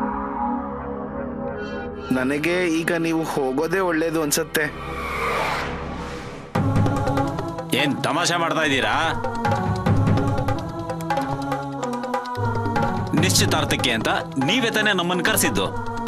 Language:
Kannada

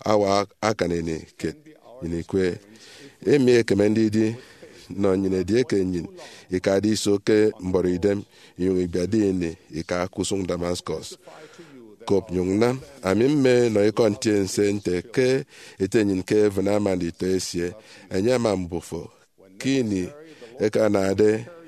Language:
Efik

